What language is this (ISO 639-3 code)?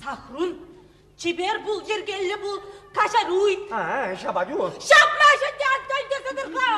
chv